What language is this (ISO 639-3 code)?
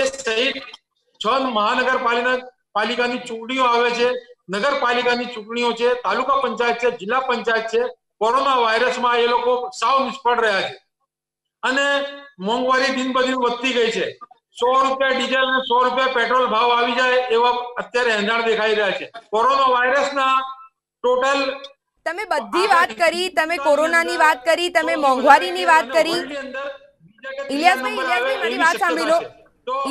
guj